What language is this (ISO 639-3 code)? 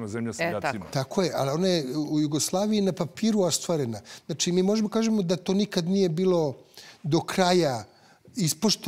srp